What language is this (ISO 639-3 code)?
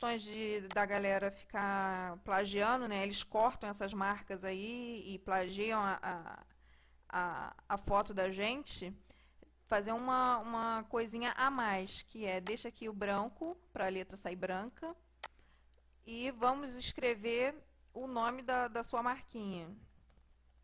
por